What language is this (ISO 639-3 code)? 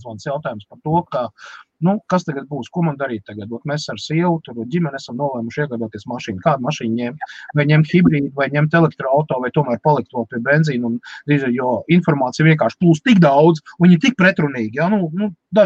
lav